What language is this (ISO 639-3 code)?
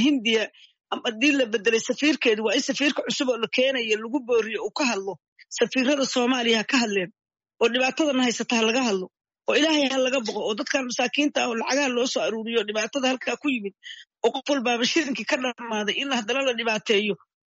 som